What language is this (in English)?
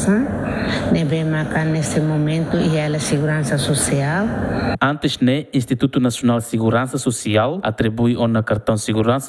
Tetum